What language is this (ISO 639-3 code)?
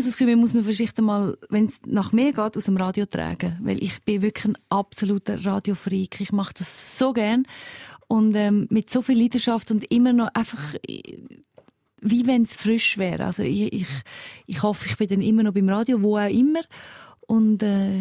gsw